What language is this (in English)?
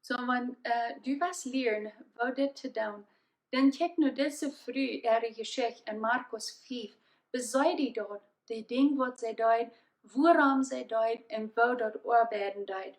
Plautdietsch